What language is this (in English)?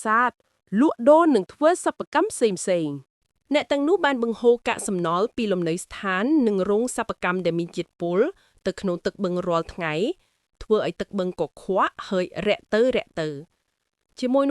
Khmer